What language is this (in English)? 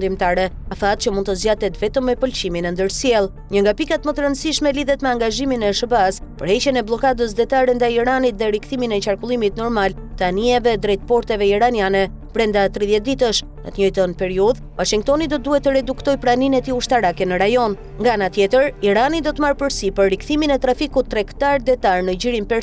Albanian